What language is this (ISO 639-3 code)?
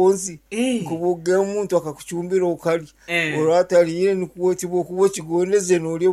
nyn